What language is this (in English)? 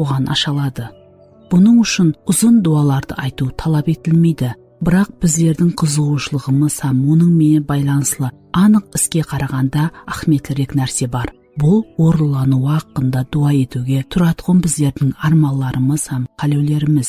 Kara-Kalpak